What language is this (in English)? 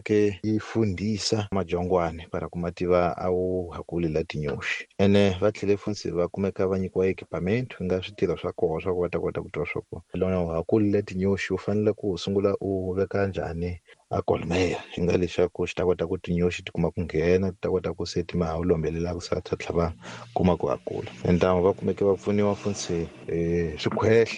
Tsonga